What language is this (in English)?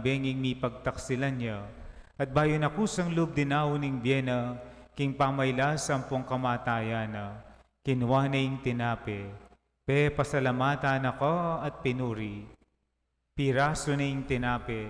Pampanga